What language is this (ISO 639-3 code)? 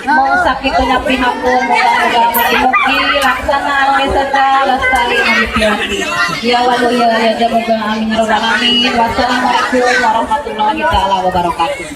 sun